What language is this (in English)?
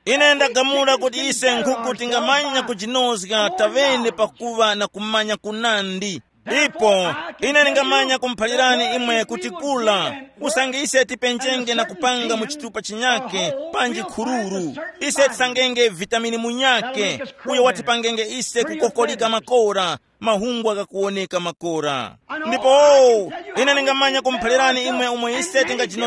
Tumbuka